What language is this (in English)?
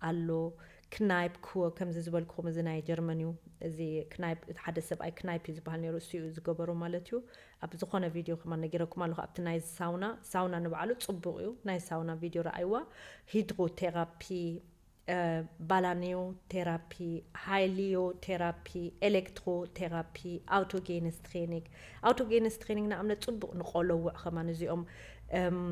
Tigrinya